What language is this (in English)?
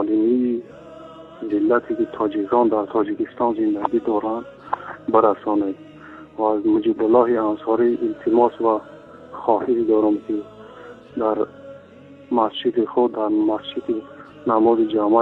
Tajik